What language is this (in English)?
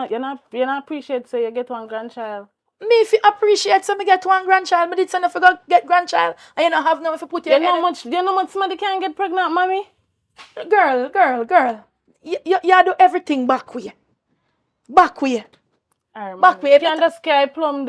Jamaican Creole English